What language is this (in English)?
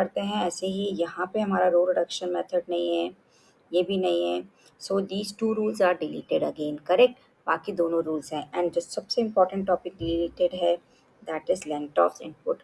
Hindi